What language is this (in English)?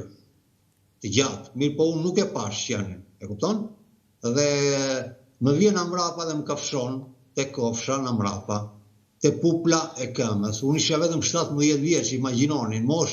Albanian